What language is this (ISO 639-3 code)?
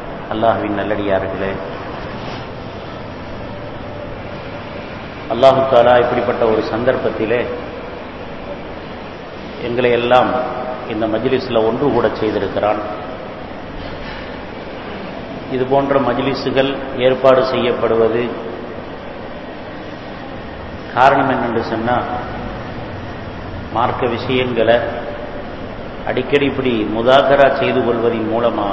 tam